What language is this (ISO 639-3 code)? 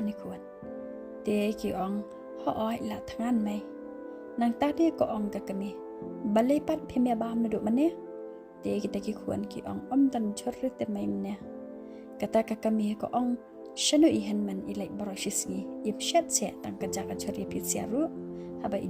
kha